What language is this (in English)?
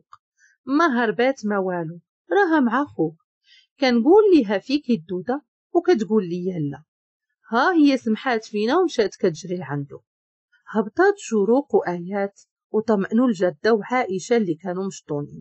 Moroccan Arabic